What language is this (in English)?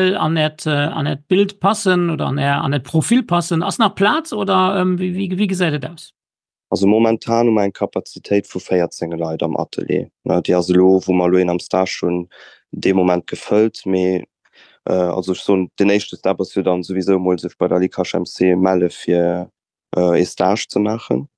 Luxembourgish